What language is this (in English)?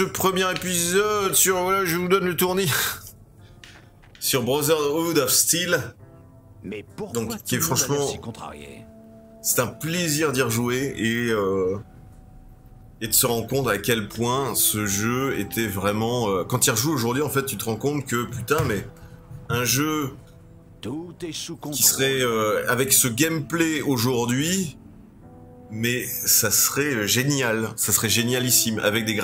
French